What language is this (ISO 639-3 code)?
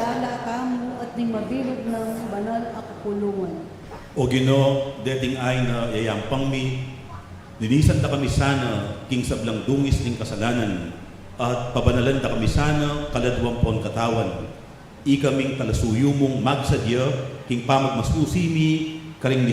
pam